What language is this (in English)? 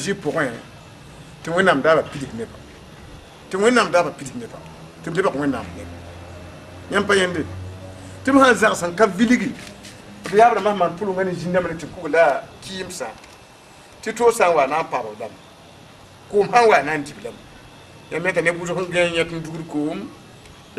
Mossi